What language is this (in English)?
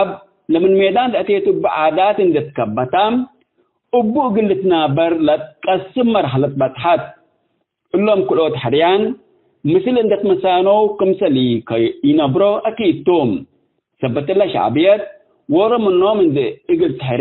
Tigre